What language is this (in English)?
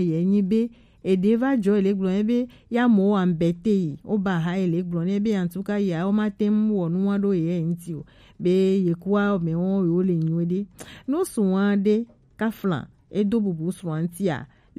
Gen